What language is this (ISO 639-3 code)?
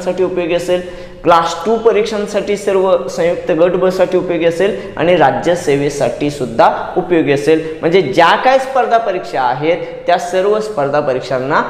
mar